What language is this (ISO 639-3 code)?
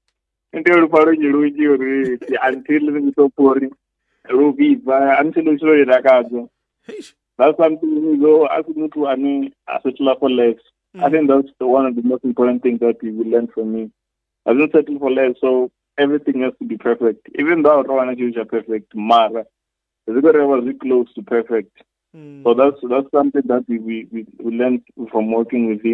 ven